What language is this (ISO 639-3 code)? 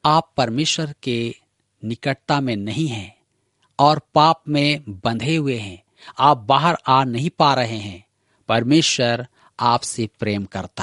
hin